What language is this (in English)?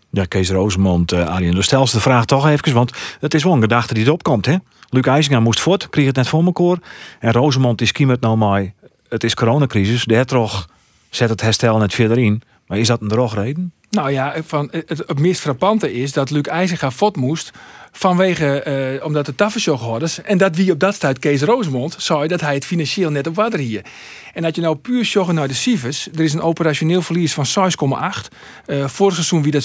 Western Frisian